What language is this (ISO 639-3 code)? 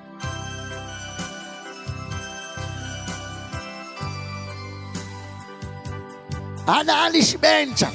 kek